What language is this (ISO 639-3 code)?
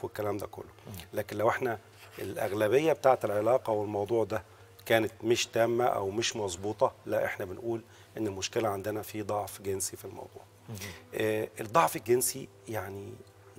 arz